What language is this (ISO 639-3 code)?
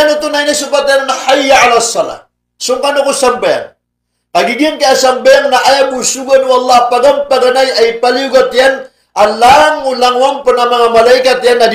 mrw